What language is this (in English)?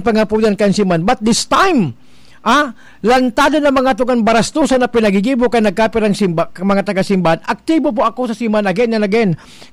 Bikol